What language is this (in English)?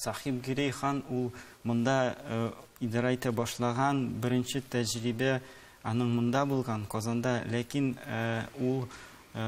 Tatar